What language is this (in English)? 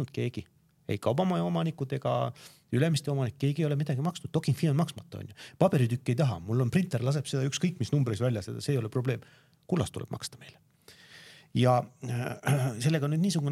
Estonian